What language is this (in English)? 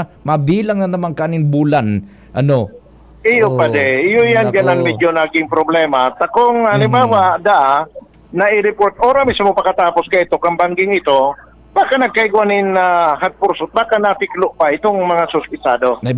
Bikol